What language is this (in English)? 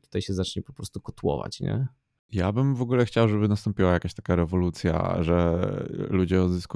Polish